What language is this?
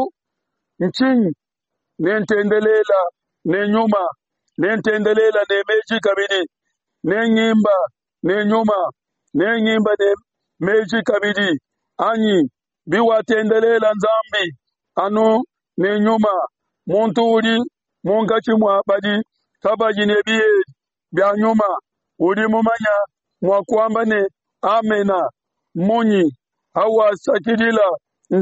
Luba-Lulua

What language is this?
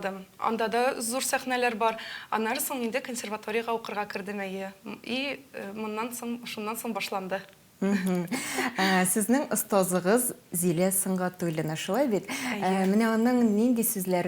Tatar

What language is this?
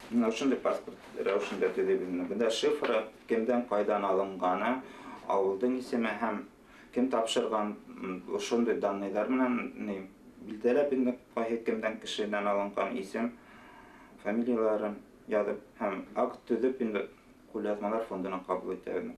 Bashkir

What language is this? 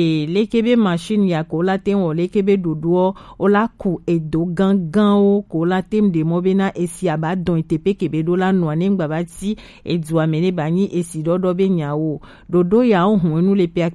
Gen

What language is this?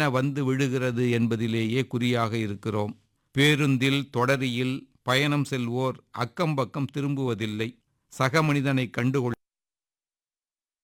Tamil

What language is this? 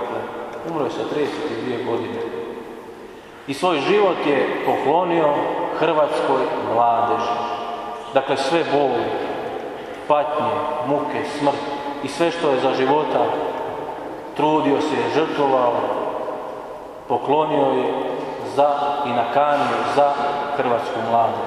Croatian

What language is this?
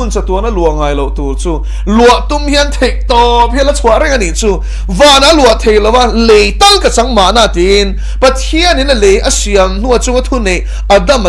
Mizo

